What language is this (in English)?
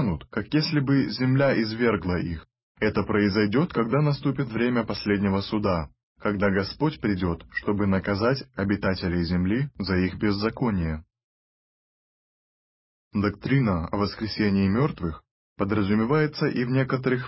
Russian